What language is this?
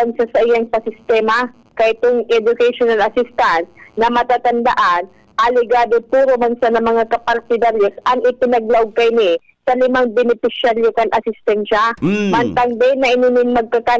Bikol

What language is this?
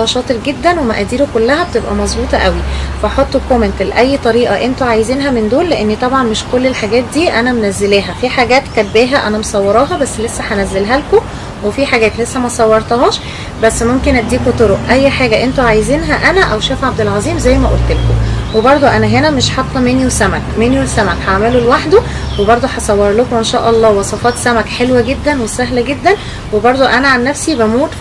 Egyptian Arabic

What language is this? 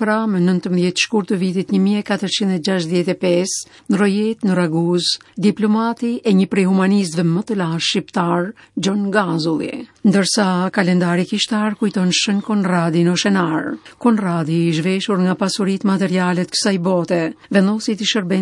Albanian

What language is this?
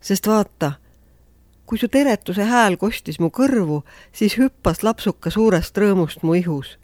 Estonian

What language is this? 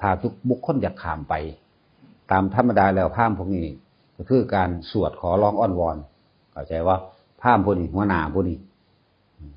Northeastern Thai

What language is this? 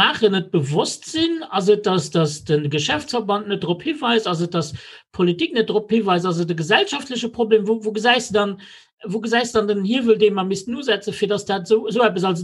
Luxembourgish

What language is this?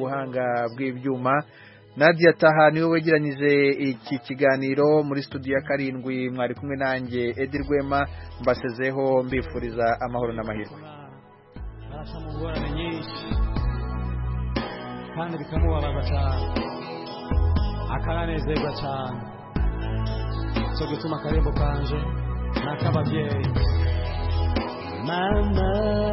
Kinyarwanda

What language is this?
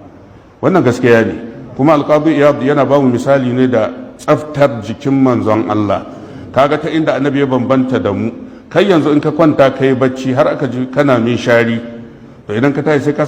Hausa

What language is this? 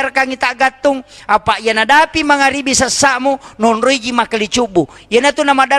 Buginese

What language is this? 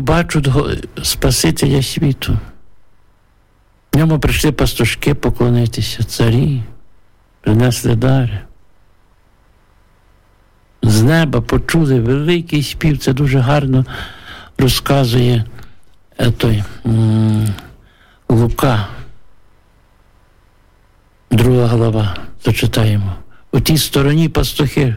Ukrainian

